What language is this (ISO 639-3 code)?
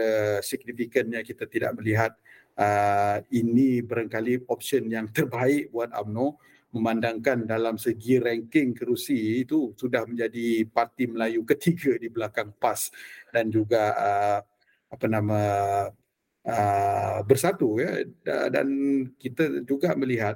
msa